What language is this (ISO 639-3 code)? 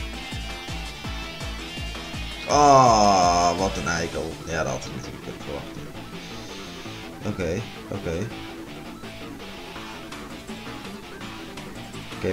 nld